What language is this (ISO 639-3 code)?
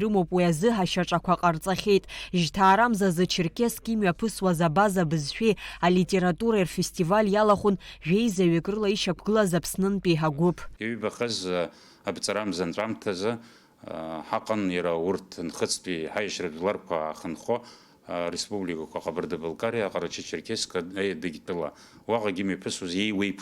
abk